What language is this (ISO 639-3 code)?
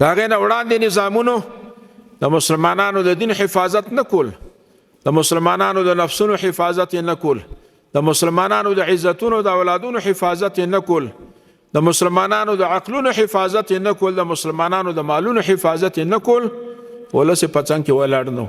pus